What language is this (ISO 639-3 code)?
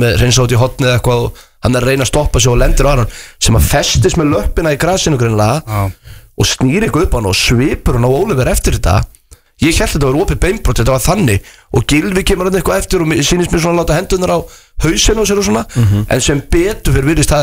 isl